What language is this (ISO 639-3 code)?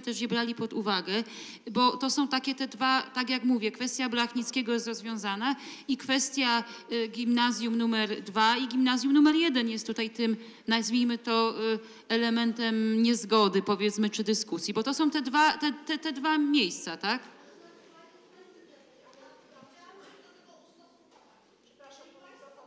pol